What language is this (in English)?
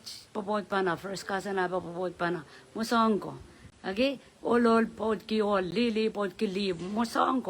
Pohnpeian